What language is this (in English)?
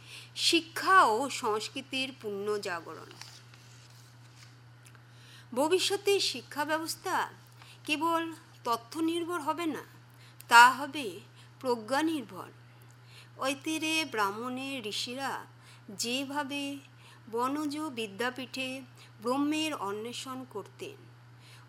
Bangla